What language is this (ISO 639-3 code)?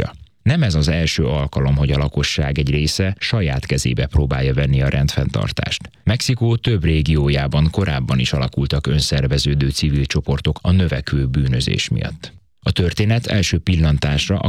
hun